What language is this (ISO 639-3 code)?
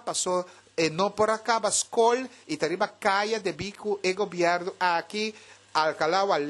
pap